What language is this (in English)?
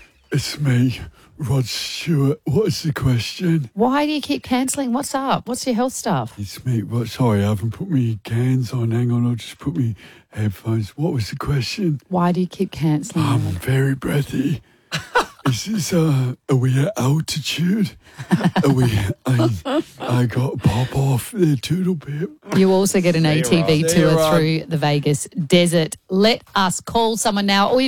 English